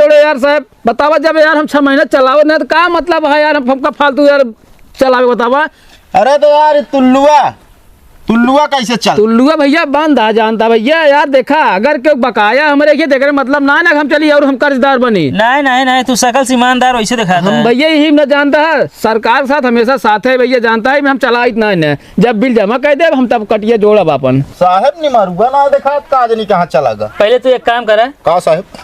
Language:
Awadhi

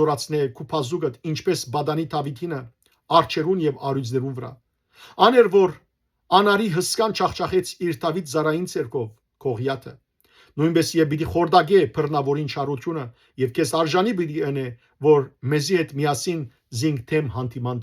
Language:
Western Armenian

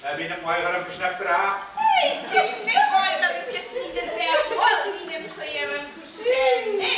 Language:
Tatar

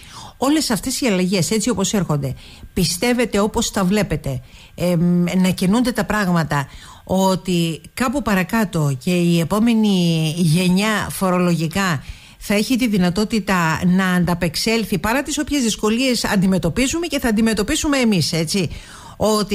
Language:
Greek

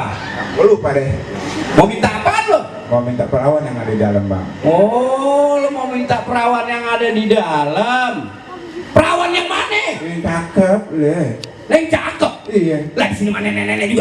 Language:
Betawi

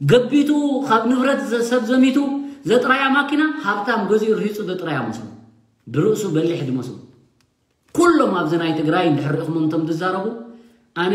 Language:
Tigrinya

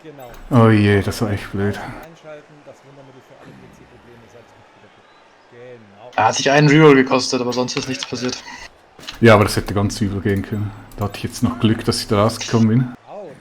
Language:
Swiss German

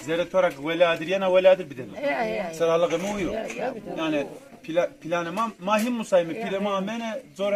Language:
Zaza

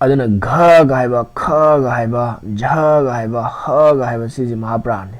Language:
Manipuri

